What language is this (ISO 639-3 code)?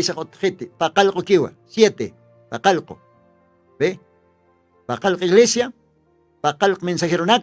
aym